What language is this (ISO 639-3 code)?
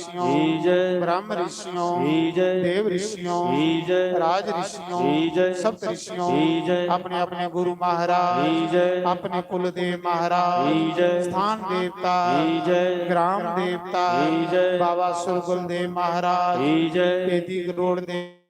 doi